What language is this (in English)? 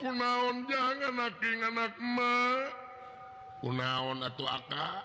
Sundanese